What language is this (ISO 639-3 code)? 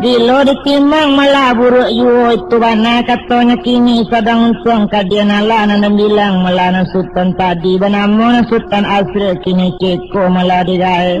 min